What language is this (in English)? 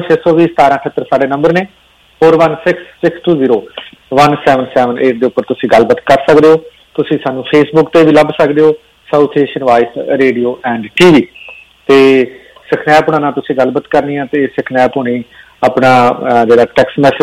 Punjabi